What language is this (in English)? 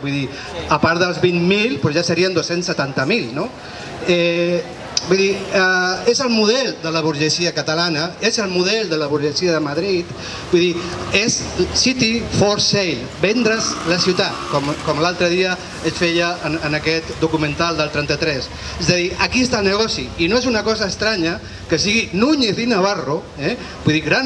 Catalan